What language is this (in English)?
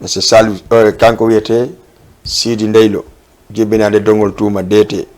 Fula